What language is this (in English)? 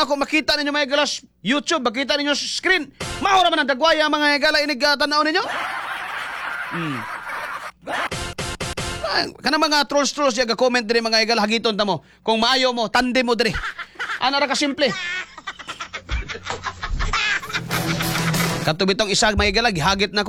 Cebuano